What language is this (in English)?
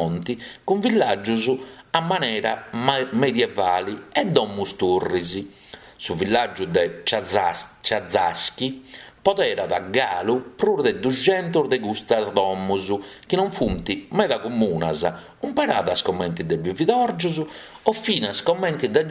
Sardinian